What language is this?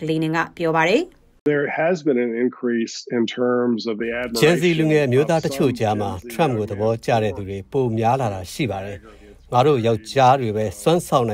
Burmese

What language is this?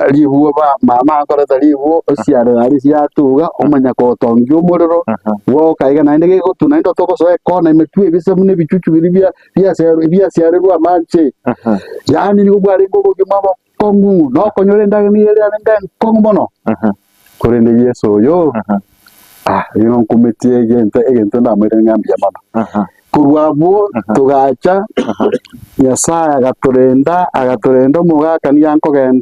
Gusii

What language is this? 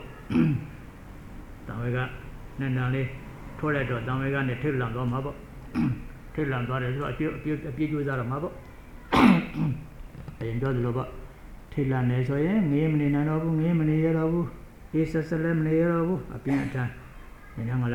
Burmese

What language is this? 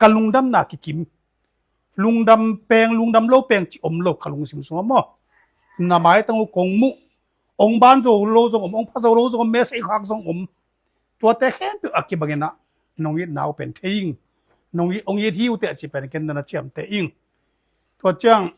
Tedim Chin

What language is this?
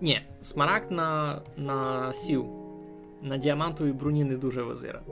Rusyn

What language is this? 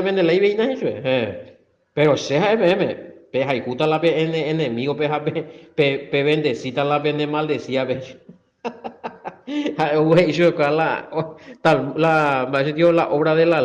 Guarani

